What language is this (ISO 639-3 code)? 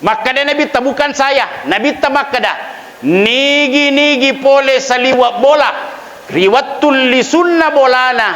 bug